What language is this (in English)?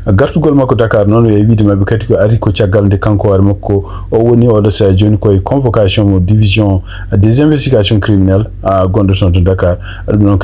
Fula